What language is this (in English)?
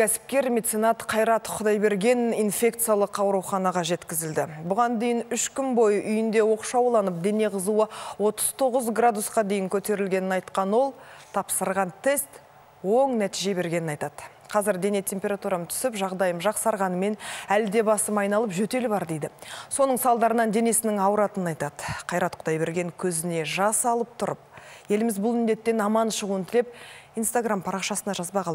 Kazakh